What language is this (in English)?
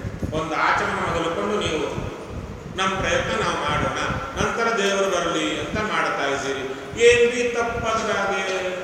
Kannada